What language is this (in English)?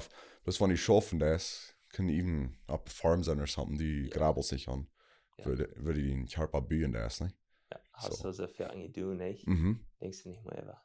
Plautdietsch